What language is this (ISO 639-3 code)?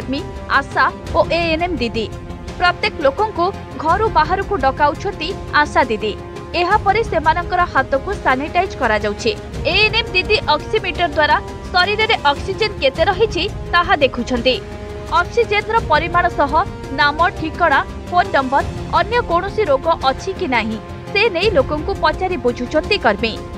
ori